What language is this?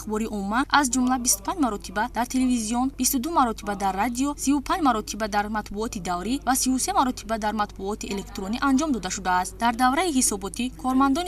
Tajik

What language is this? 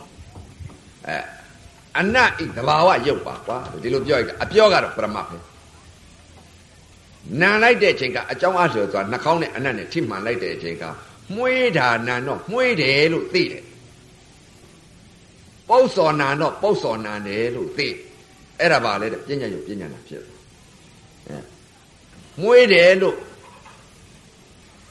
Burmese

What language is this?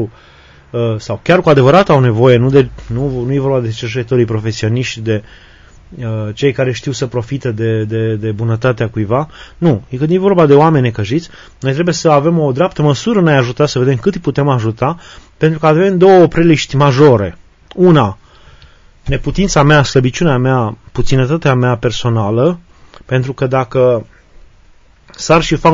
Romanian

